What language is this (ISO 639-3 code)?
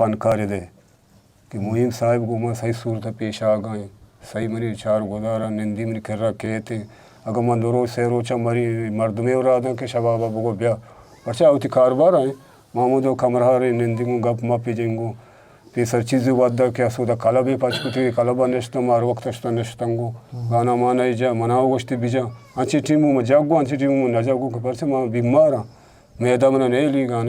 bgp